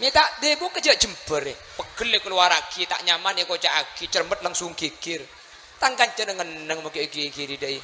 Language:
Madurese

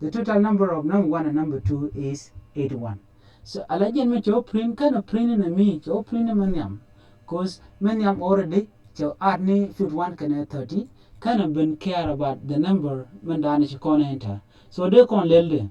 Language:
Nuer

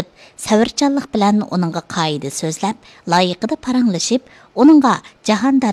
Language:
Uyghur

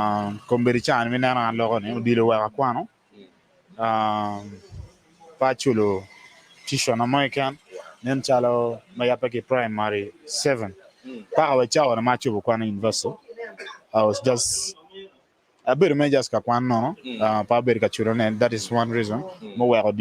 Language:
Acoli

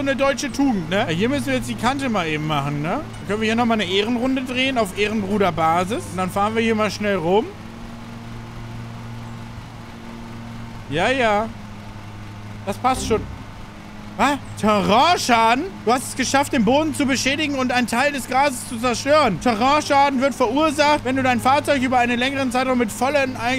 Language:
German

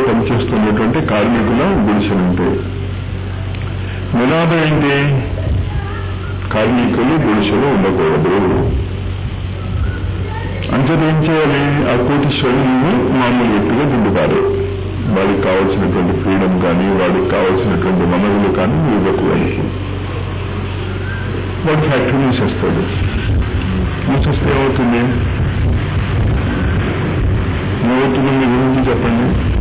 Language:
Telugu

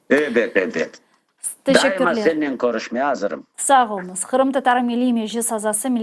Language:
Crimean Tatar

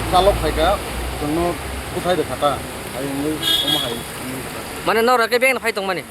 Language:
Kok Borok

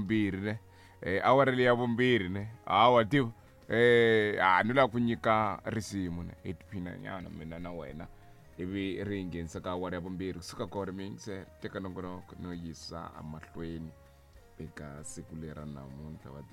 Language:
Tsonga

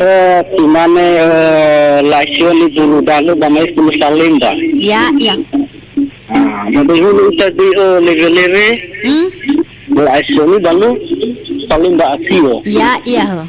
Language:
Nias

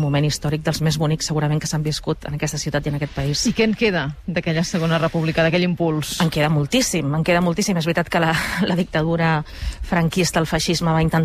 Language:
Catalan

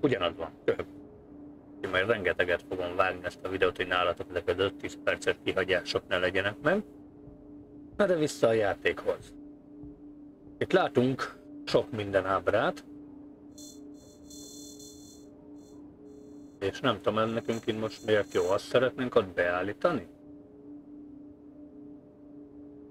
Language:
Hungarian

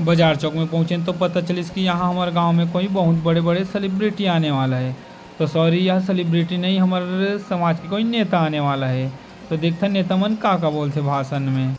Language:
Chhattisgarhi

